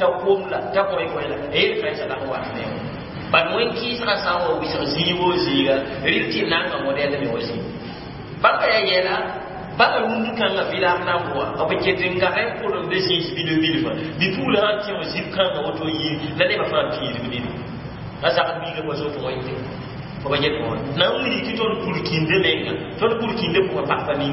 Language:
Mossi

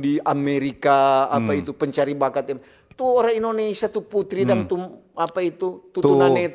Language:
Manado Malay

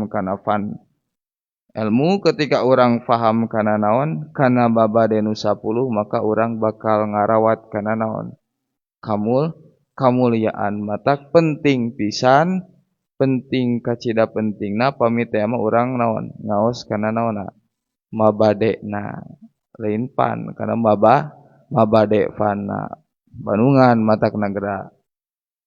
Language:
Sundanese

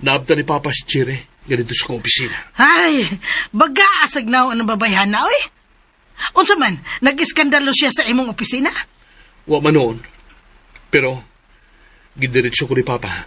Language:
Cebuano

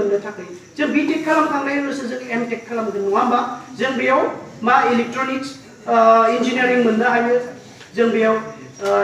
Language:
Bodo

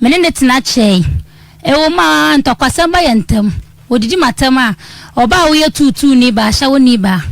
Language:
Akan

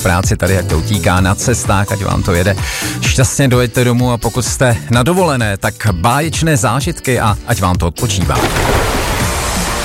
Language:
Czech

